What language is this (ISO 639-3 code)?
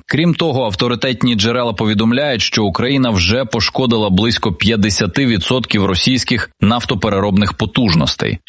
ukr